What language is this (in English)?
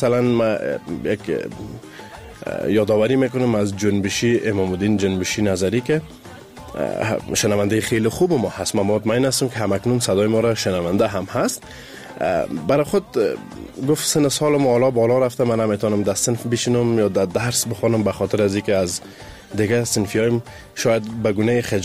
Persian